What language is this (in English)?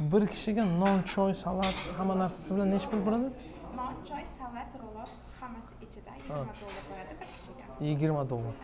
Tajik